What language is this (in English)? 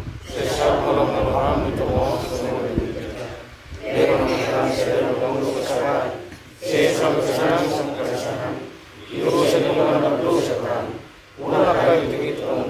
Batak Toba